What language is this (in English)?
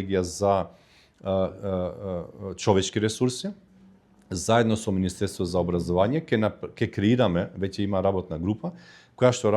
Macedonian